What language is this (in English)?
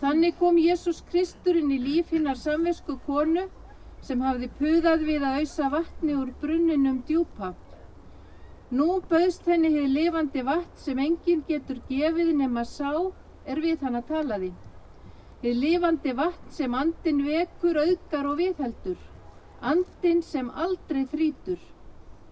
Icelandic